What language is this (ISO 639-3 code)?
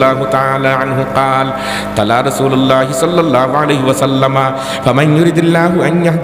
syl